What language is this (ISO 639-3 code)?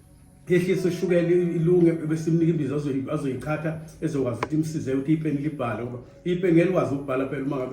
zul